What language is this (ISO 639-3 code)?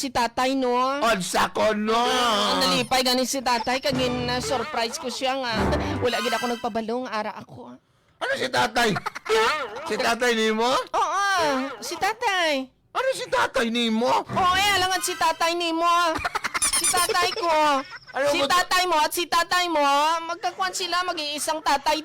hil